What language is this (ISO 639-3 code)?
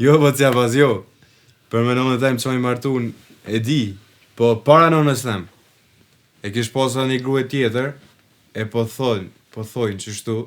sqi